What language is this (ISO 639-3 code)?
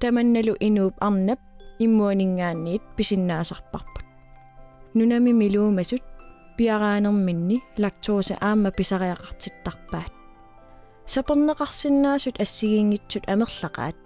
kal